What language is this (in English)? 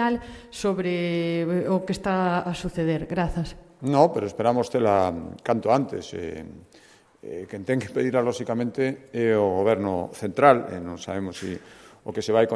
Galician